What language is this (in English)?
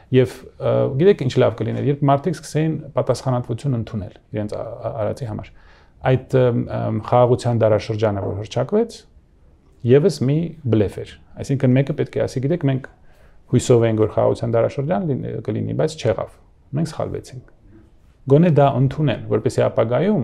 Armenian